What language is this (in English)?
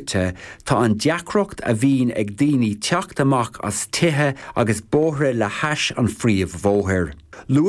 Irish